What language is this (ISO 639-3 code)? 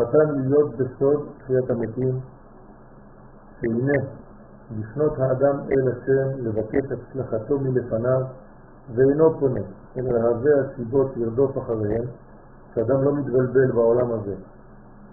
heb